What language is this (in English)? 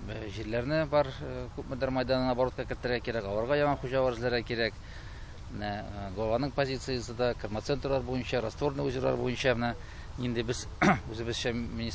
Tatar